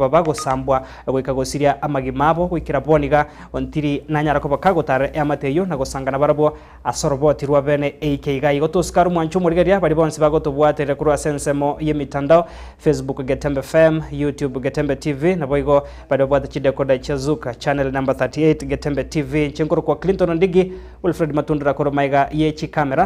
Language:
Gusii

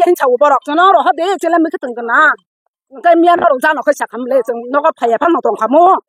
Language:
Kok Borok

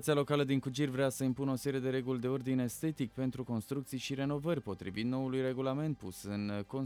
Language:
Romanian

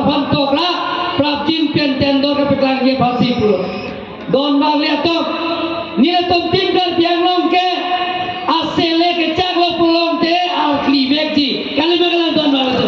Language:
Karbi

